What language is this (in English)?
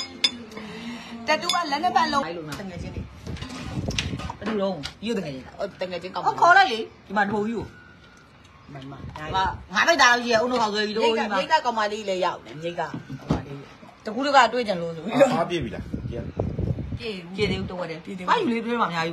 Burmese